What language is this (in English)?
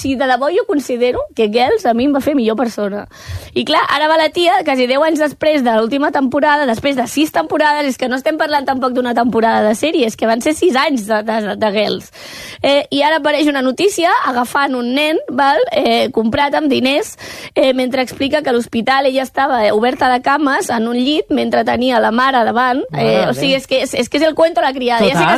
Catalan